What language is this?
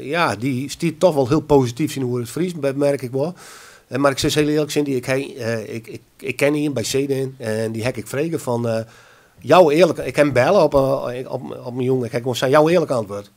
Western Frisian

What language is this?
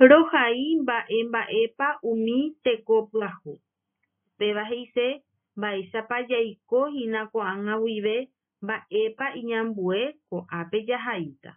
Guarani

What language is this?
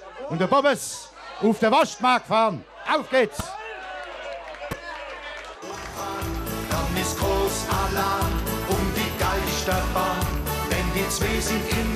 German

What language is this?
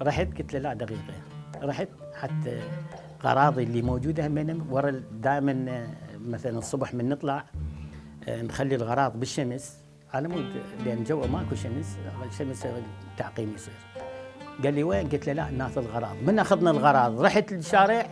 Mesopotamian Arabic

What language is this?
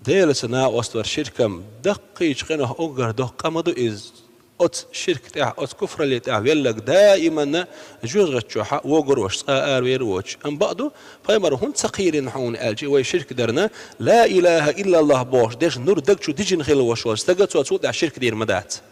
Chechen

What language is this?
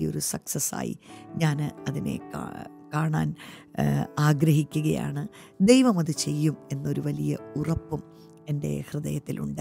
Malayalam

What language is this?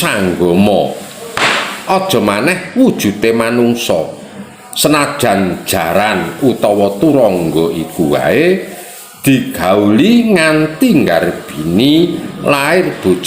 Javanese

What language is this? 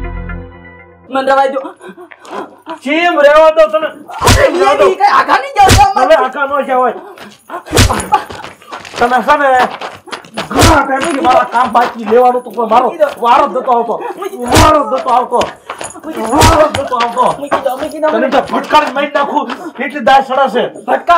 Gujarati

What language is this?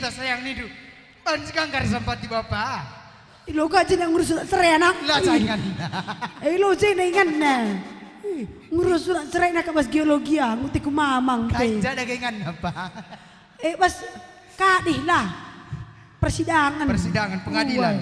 Batak Karo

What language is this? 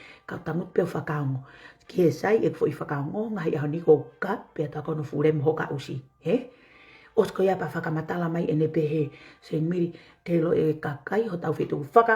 Tongan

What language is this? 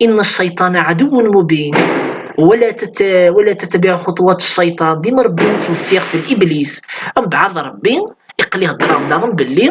Kabyle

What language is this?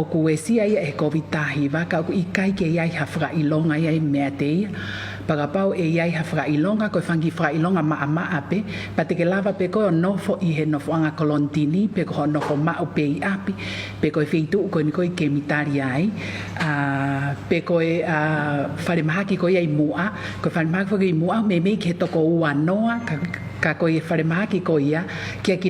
Tongan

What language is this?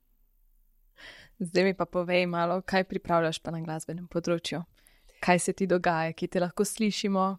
Slovenian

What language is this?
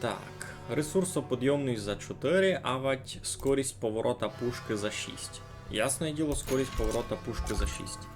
Rusyn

